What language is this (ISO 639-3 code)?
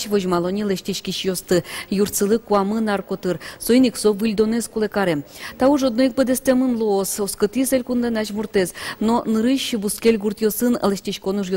udm